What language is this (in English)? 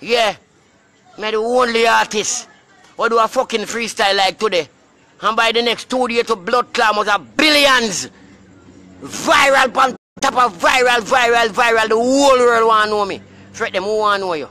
Jamaican Creole English